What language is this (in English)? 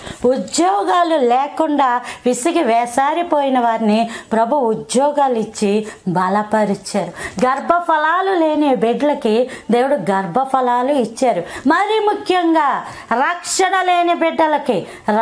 Telugu